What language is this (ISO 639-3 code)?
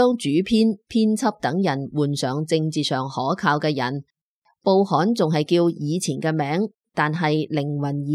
yue